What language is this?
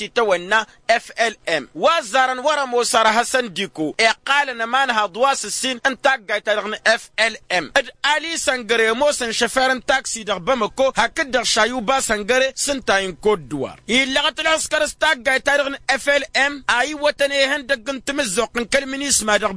Tamasheq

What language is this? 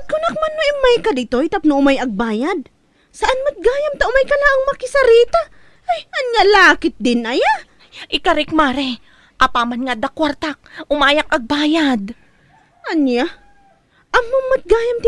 Iloko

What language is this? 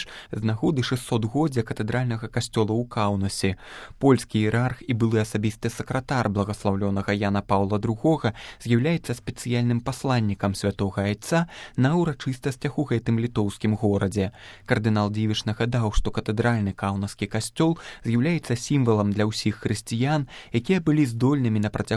Belarusian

